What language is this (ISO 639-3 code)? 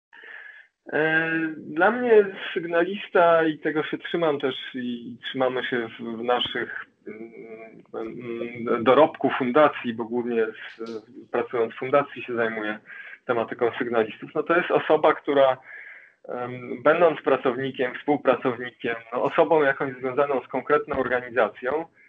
pol